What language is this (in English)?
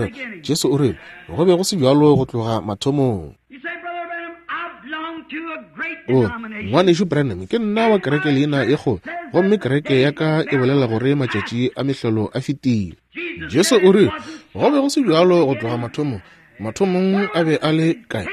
Northern Sotho